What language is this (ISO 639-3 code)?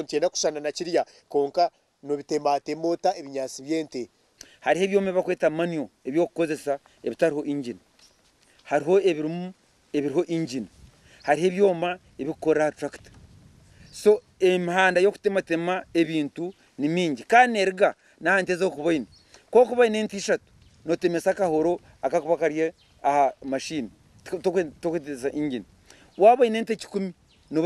nyn